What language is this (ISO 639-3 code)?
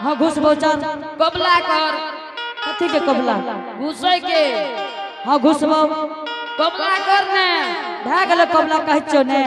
anp